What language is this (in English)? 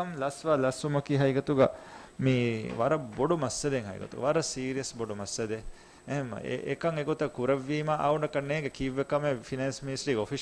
Divehi